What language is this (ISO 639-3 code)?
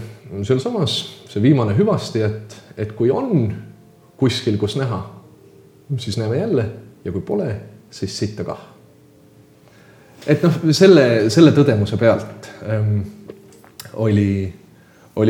est